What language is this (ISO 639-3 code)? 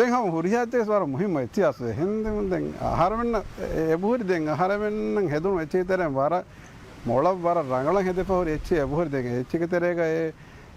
div